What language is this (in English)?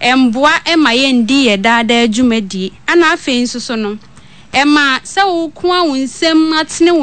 Akan